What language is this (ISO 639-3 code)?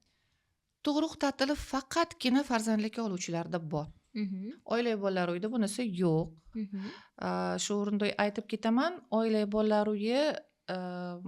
uzb